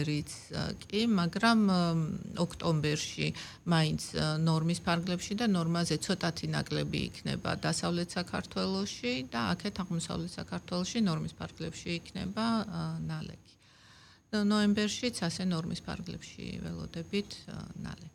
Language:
Georgian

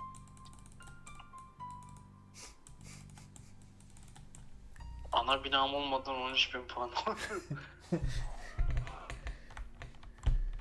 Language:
Turkish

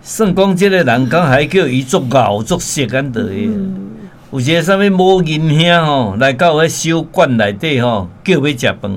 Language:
Min Nan Chinese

